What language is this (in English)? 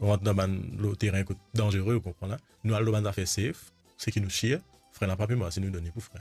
Morisyen